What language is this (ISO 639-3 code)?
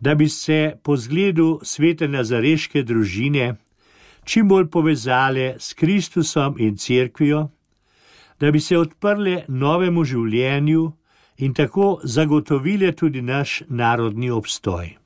slv